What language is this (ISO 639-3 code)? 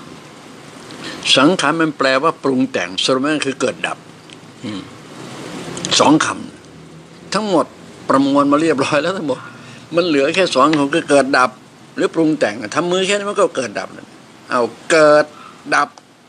tha